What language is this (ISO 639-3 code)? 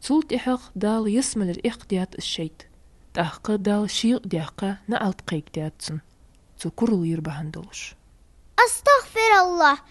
inh